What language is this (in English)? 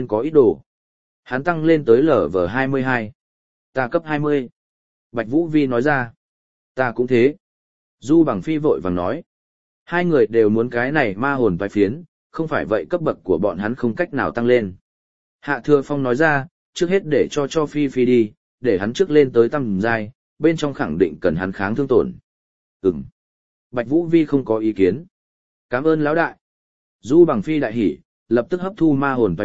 Vietnamese